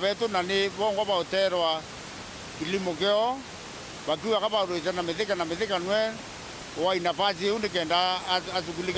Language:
Meru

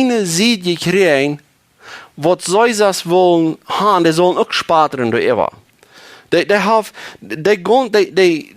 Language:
Plautdietsch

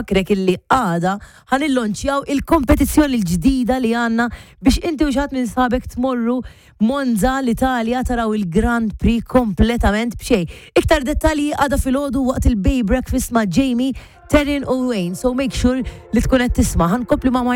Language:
Maltese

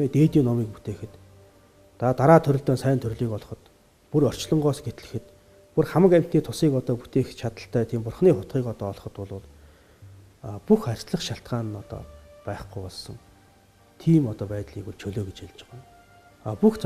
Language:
Mongolian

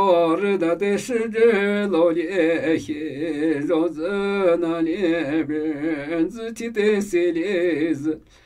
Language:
Namuyi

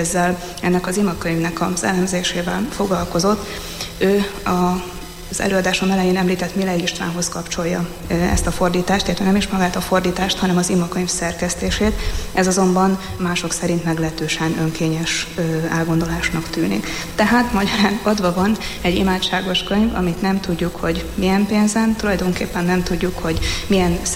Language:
Hungarian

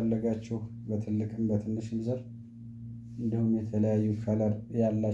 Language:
Amharic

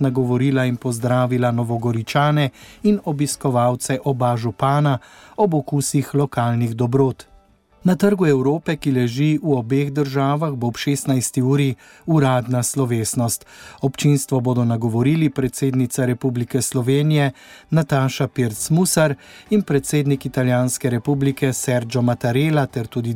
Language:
Slovenian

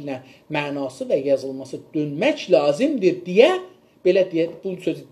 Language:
South Azerbaijani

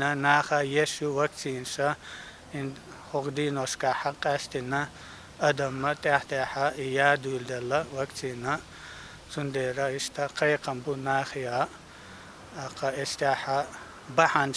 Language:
Chechen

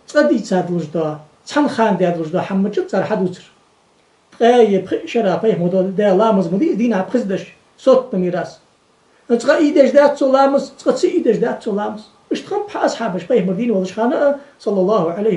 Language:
Ingush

